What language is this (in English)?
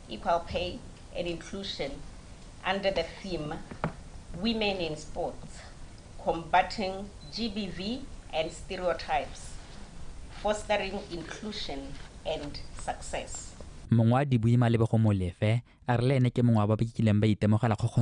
Tswana